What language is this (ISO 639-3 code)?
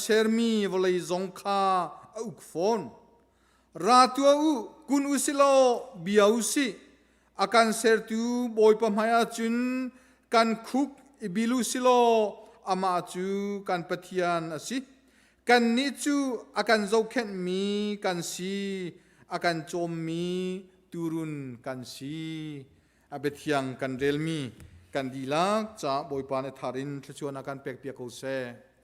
cnh